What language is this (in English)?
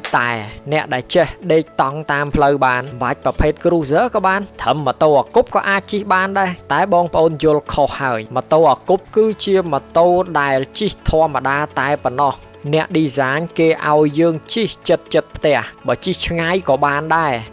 Khmer